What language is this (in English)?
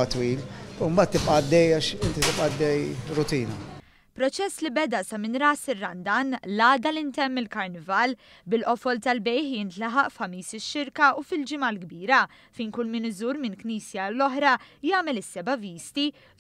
Maltese